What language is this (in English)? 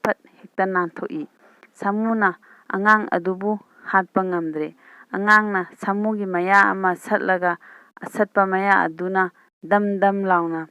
Manipuri